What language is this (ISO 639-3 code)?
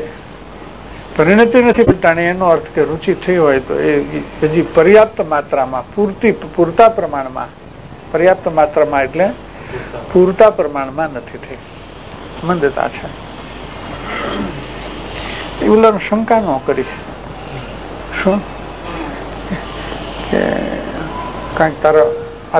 guj